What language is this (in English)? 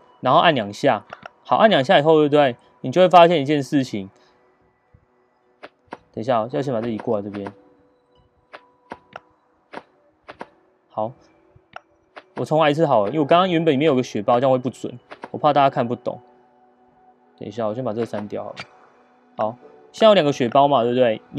Chinese